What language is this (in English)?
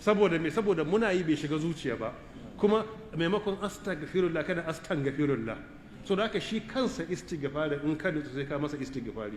Hausa